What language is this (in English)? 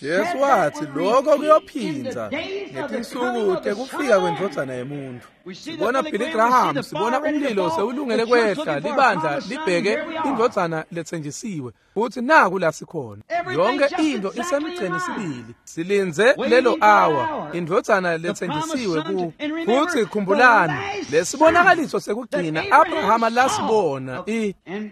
Swati